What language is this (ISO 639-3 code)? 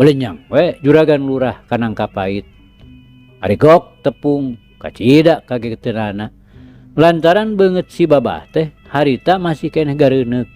sun